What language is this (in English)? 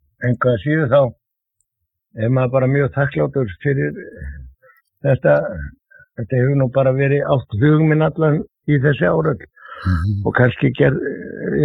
Icelandic